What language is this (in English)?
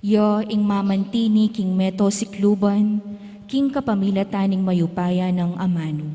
Pampanga